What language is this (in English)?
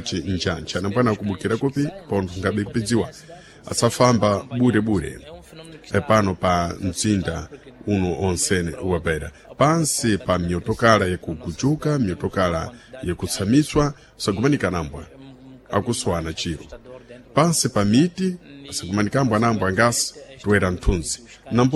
Sena